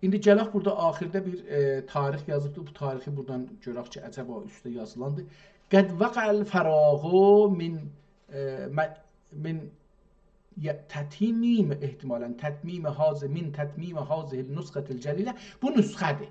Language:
South Azerbaijani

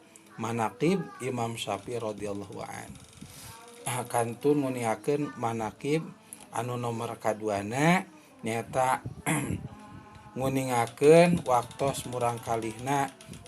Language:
Sundanese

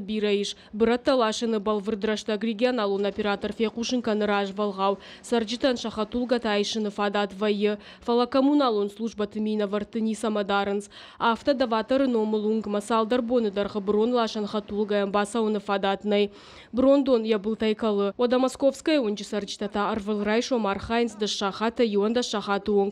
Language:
Ossetic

